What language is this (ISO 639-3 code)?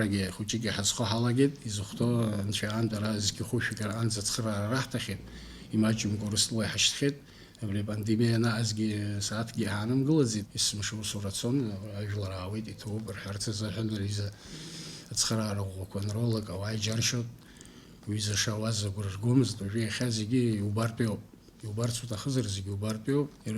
abk